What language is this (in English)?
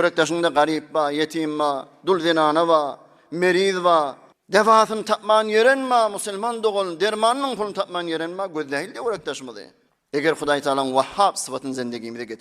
Turkmen